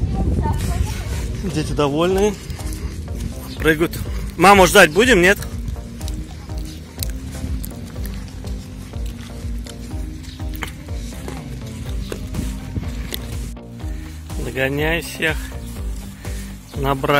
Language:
Russian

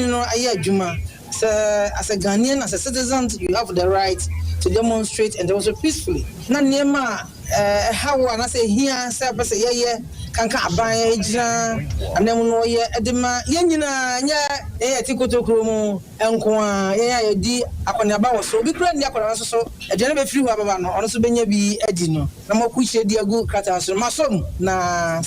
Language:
Akan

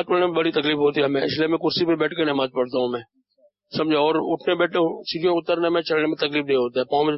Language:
Urdu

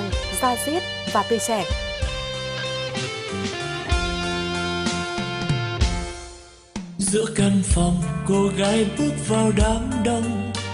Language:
Vietnamese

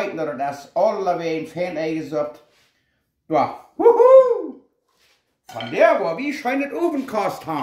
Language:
Plautdietsch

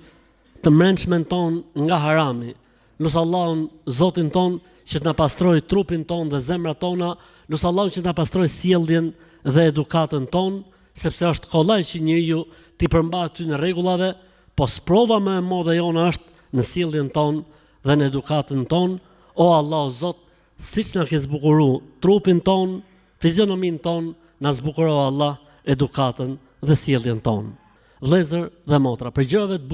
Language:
Albanian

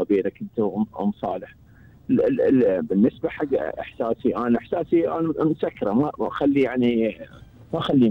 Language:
Gulf Arabic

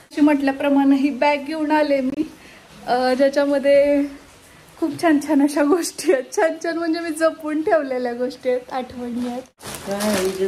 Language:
Marathi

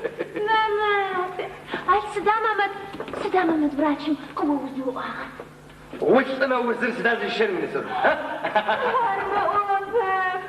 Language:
Adyghe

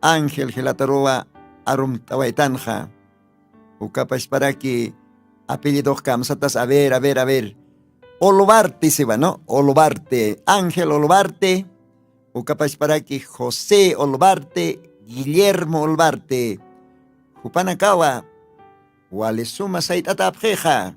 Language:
Aymara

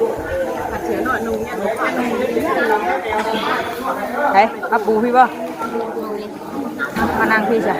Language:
Northeastern Thai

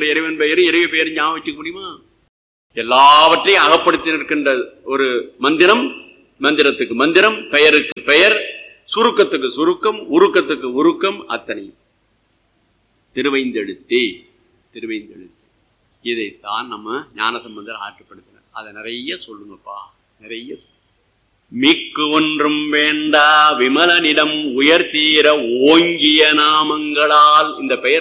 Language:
Tamil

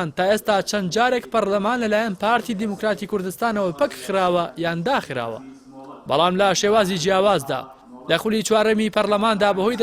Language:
Central Kurdish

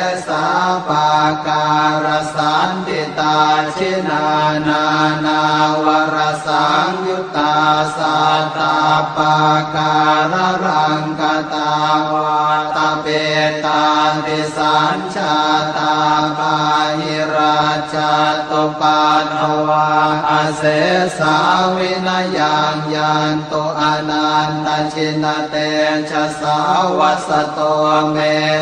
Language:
Pali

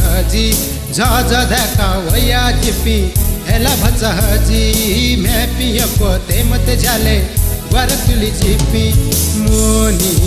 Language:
Newari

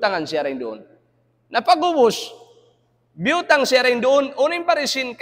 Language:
Tausug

